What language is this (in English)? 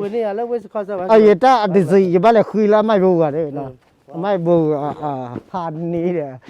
S'gaw Karen